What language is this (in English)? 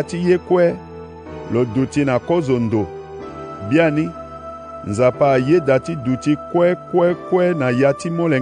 Sango